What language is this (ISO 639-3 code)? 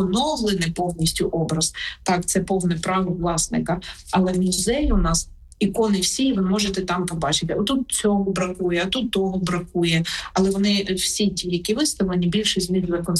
ukr